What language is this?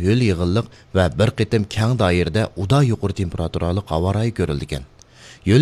Uyghur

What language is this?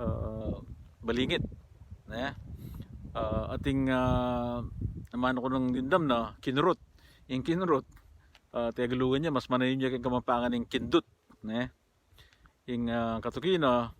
Pampanga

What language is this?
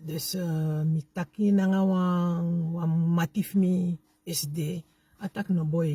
Sranan Tongo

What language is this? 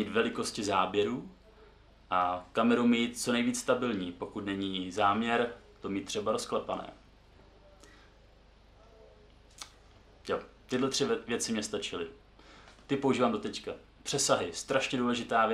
Czech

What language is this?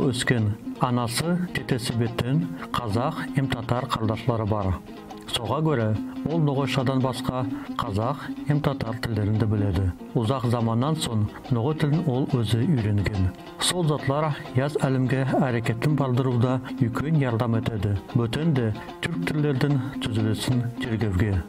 Nogai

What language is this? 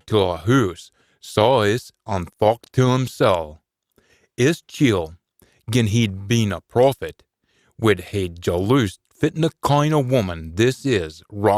Scots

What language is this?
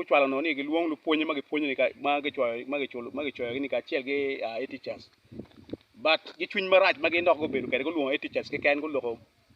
Acoli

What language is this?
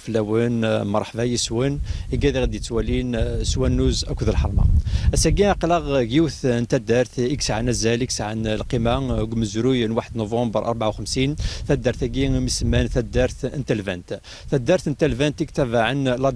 Kabyle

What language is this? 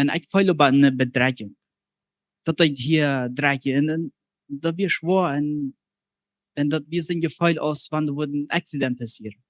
Plautdietsch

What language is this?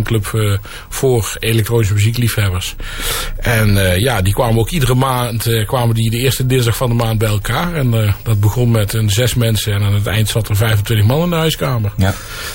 Dutch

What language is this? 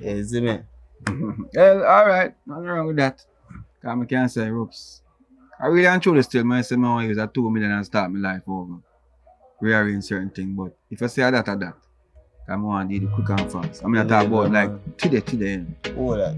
Jamaican Creole English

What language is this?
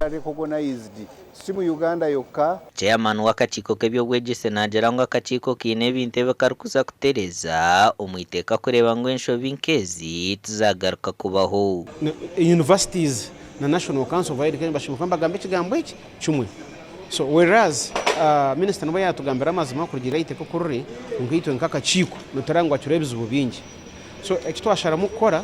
Nyankole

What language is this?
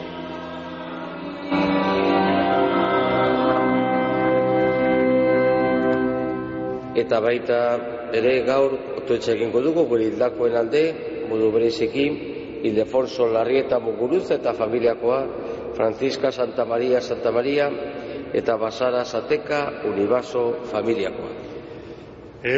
Basque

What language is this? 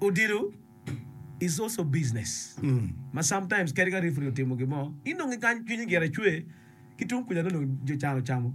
Acoli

